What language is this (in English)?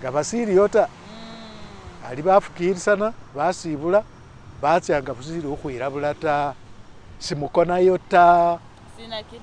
Masaaba